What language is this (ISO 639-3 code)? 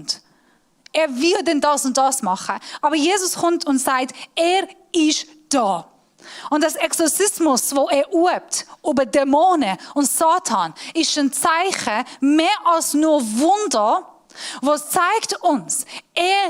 gsw